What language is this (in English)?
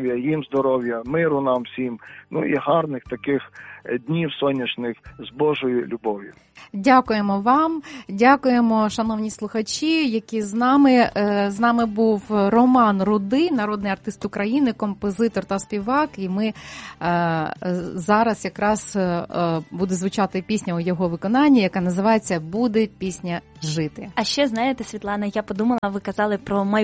Ukrainian